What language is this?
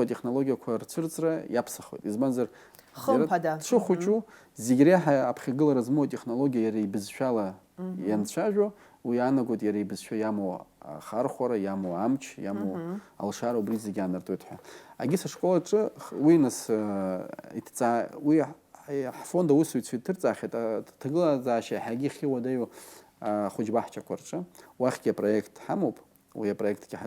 Abkhazian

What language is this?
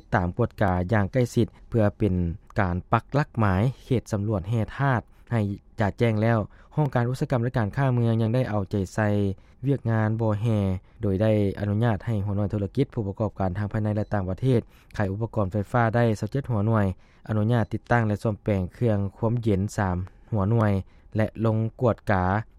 Lao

